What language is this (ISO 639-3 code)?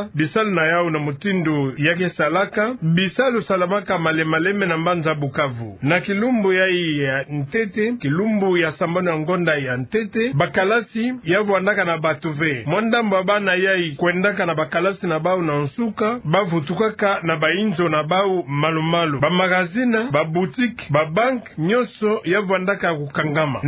ktu